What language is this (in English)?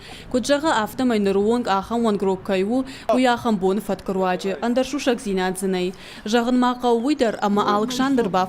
Ossetic